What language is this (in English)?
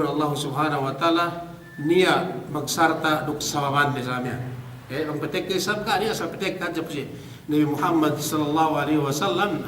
Yakan